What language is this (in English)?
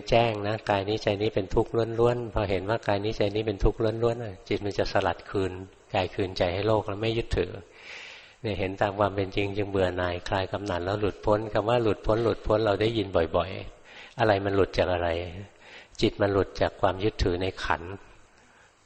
Thai